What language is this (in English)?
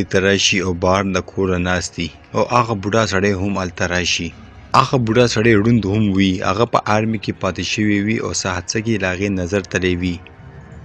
Pashto